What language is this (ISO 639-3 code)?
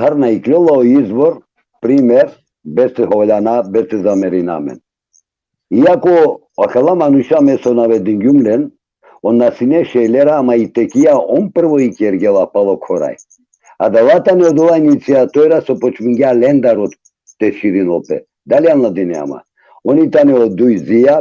rmn